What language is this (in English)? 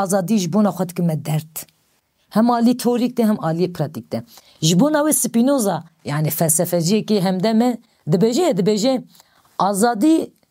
Kurdish